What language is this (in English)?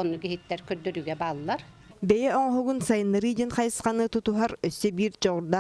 Yakut